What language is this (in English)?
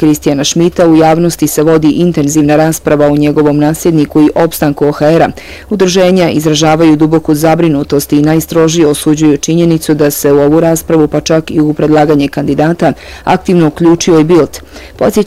Bosnian